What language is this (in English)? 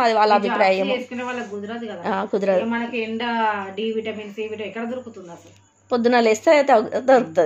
Telugu